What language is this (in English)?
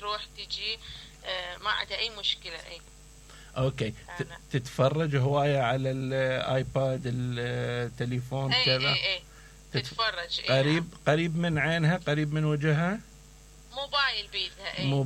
Mesopotamian Arabic